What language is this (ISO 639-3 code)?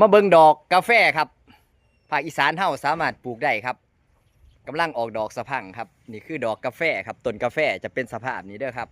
tts